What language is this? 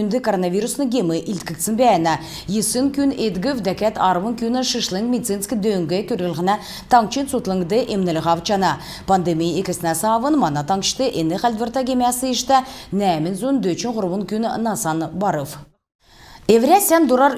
Kalmyk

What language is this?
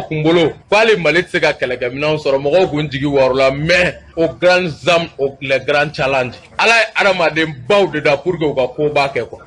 Bambara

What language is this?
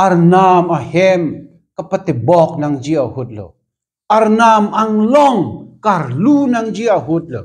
Karbi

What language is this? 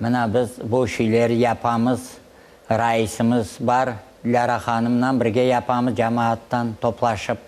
Crimean Tatar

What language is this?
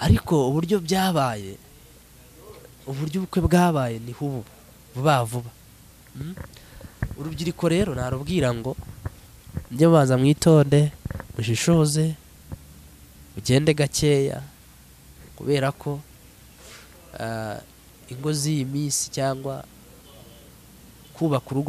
Kinyarwanda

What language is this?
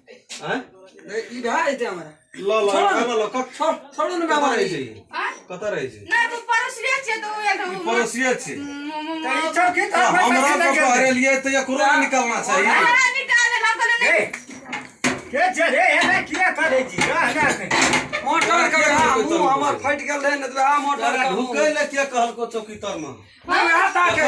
Maithili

